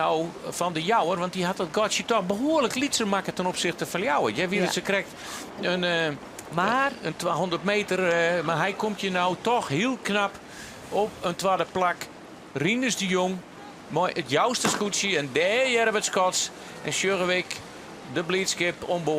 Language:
Western Frisian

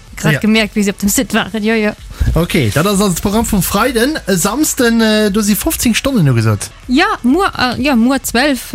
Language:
Luxembourgish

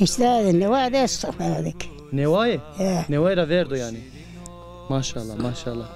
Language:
Zaza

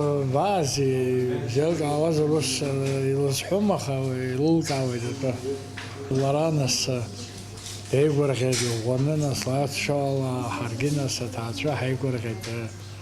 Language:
Abkhazian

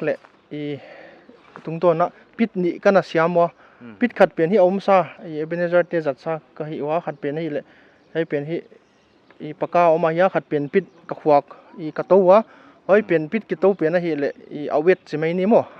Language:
Paite Chin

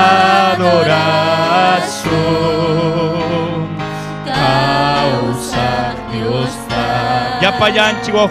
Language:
Ayacucho Quechua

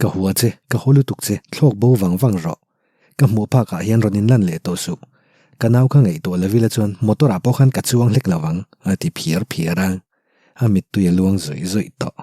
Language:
Mizo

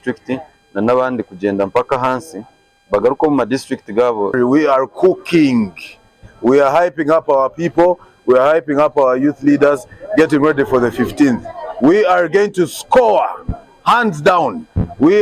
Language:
Nyankole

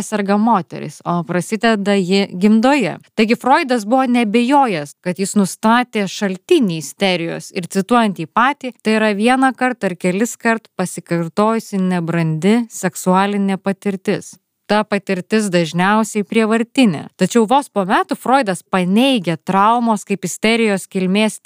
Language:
Lithuanian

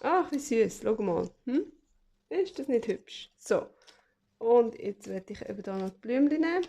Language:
Swiss German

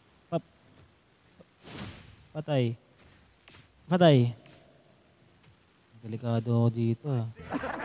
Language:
Filipino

